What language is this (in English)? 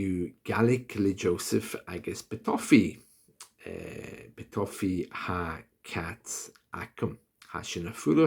Scottish Gaelic